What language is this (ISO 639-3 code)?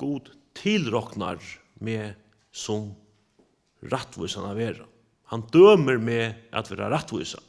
fao